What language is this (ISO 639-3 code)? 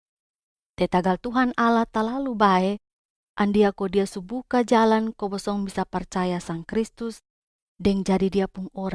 mkn